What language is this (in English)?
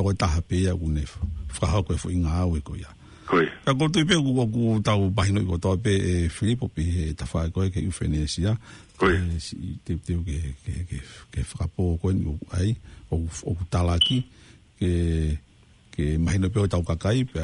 Tongan